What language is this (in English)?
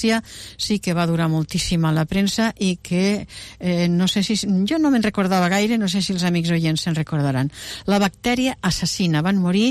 Catalan